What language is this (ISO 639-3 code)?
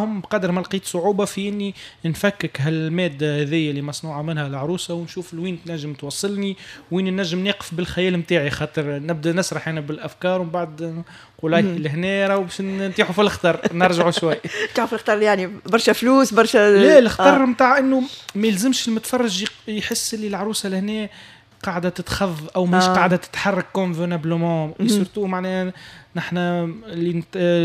aeb